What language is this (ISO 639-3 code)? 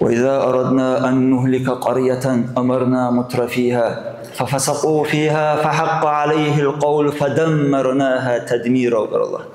dar